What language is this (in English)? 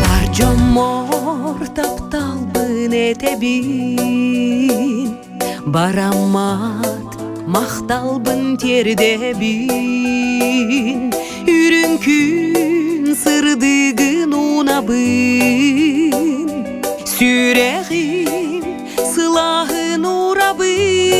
Yakut